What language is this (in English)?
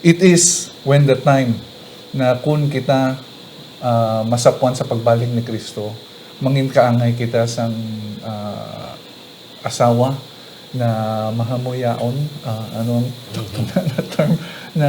Hiligaynon